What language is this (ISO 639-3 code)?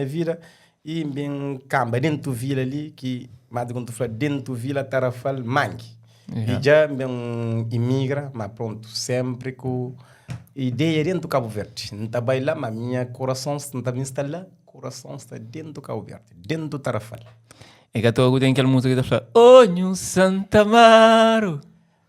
kea